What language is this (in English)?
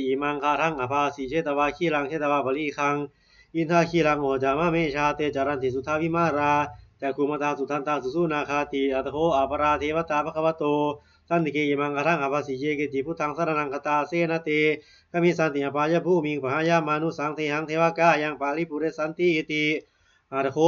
Pali